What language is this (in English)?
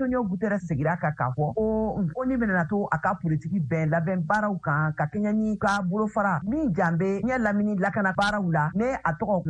Bambara